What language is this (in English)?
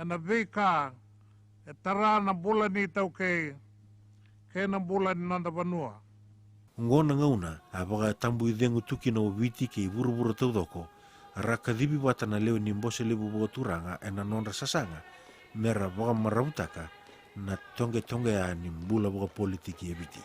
Fijian